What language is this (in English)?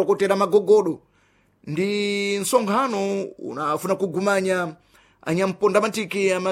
Sena